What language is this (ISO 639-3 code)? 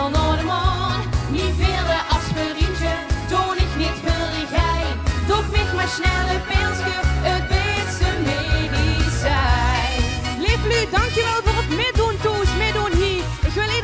lim